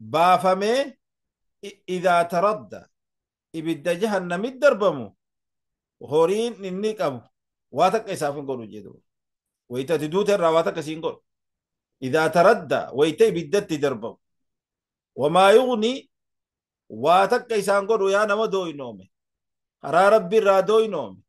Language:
Oromo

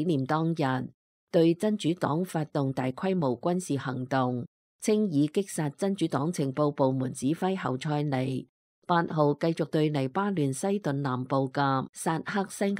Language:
Cantonese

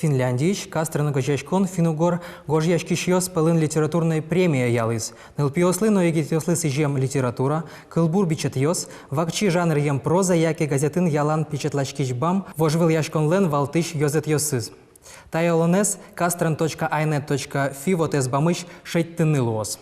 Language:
Udmurt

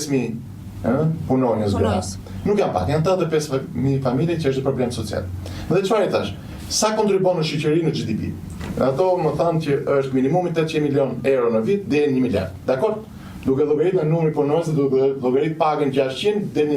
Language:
Albanian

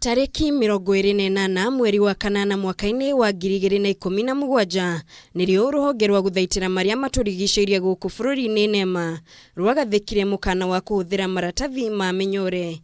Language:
Kikuyu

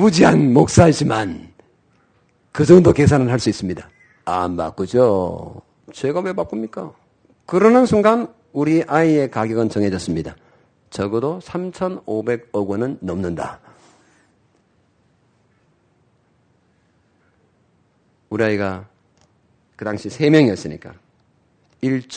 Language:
Korean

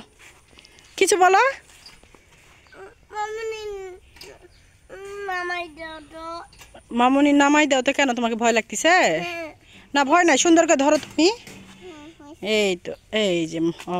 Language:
Bangla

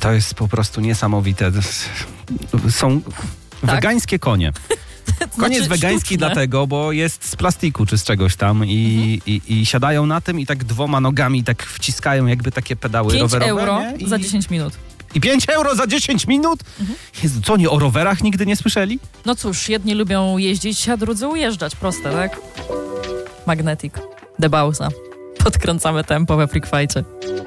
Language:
Polish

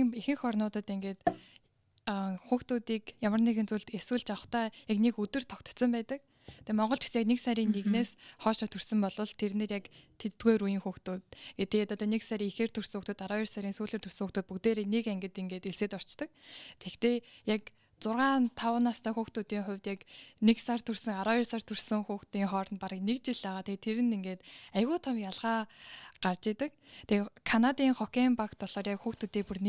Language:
Mongolian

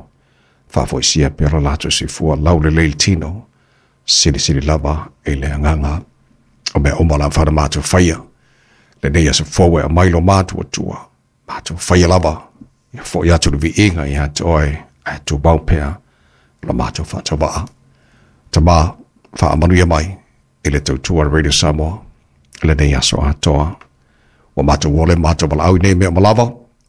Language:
Samoan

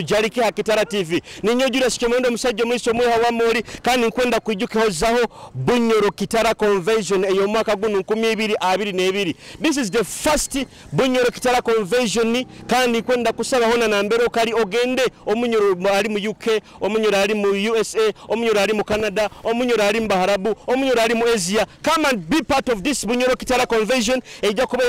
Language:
Nyoro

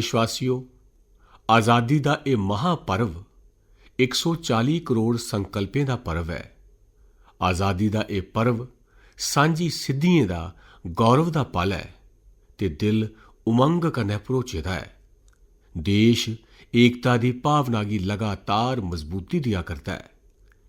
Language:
Dogri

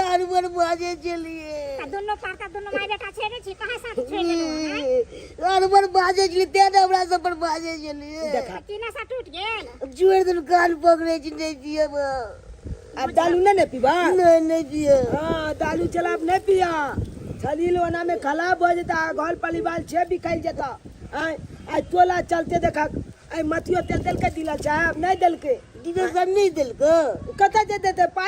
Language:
Maithili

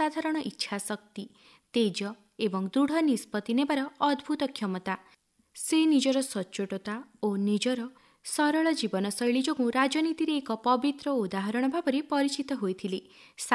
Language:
Odia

